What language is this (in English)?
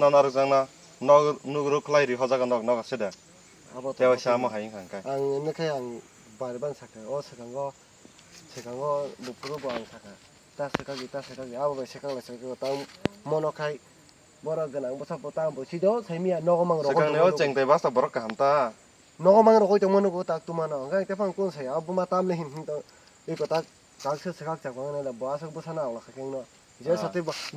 Kok Borok